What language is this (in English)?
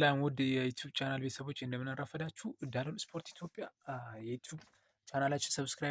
Amharic